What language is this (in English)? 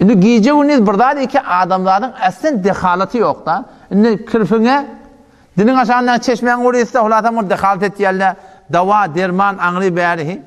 Turkmen